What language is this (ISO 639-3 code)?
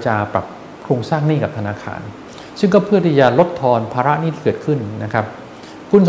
tha